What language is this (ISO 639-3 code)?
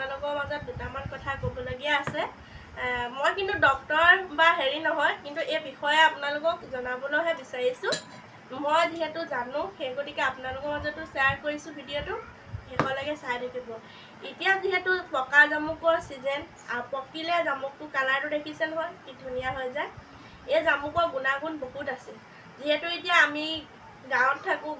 asm